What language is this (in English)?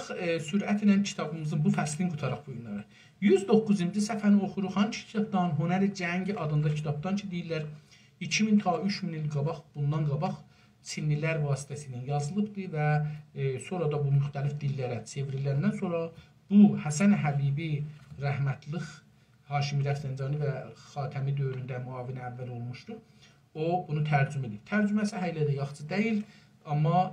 South Azerbaijani